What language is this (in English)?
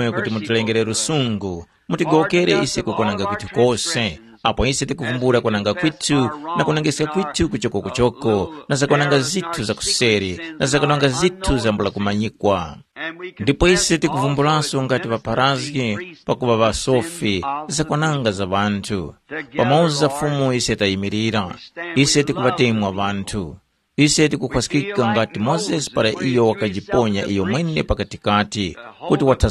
Tumbuka